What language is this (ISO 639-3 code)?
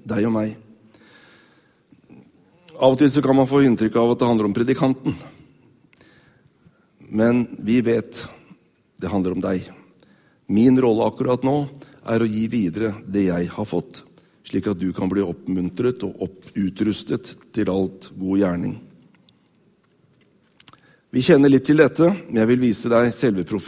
nor